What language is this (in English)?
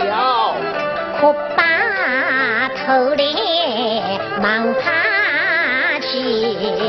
Chinese